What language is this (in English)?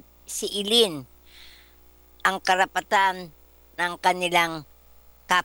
Filipino